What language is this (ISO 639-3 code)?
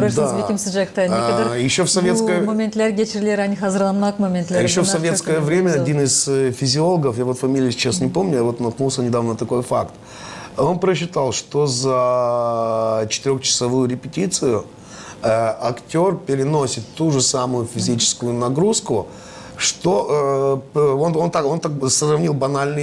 gag